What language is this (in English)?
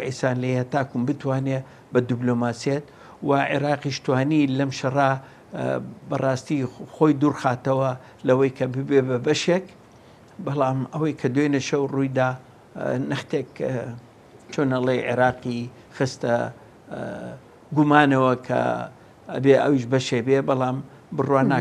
Central Kurdish